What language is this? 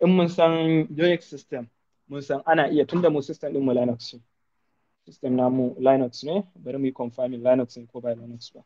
Hausa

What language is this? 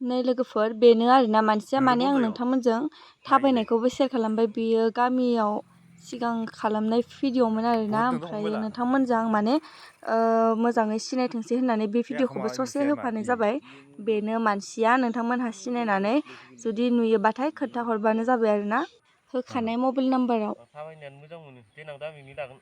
Bodo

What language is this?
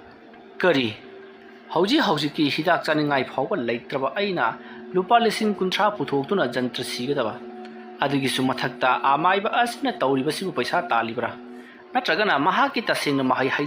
Manipuri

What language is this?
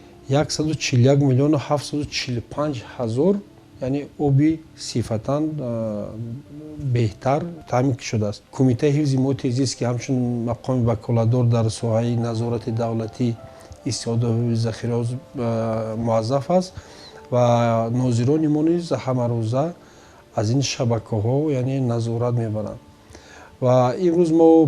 Tajik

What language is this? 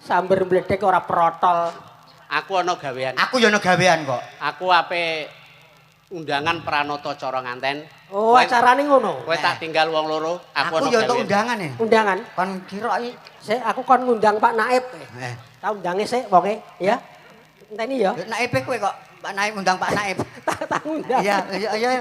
Javanese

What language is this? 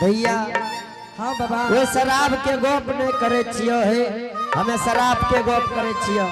Angika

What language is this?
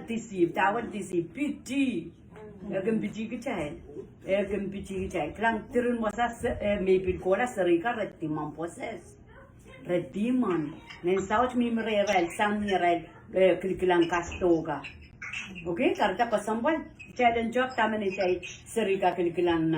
Pohnpeian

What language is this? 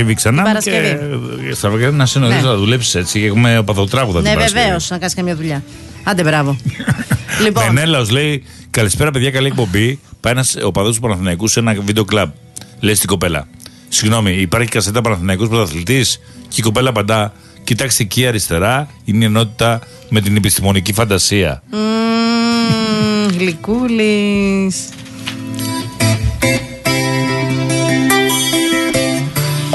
Greek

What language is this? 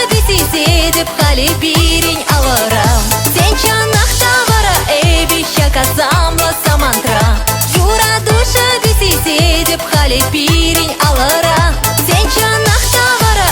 Chuvash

